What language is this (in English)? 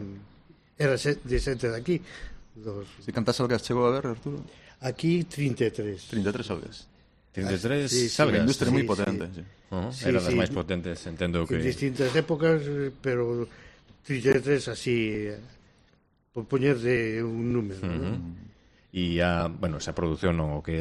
Galician